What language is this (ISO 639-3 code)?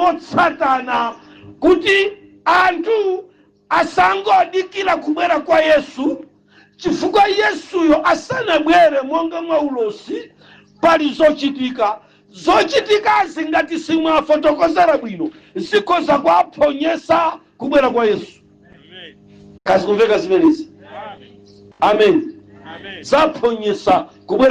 nya